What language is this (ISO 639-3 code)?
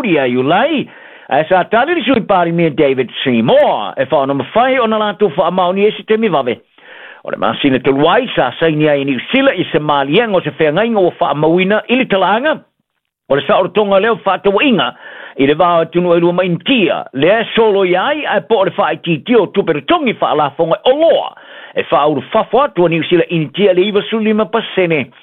smo